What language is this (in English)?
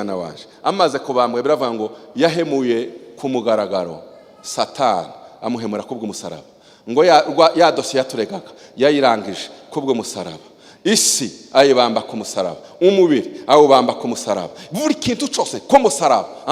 Kinyarwanda